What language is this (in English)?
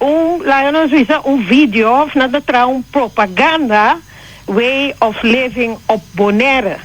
Papiamento